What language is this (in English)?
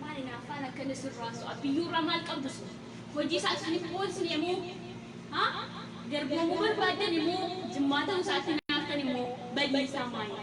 Oromo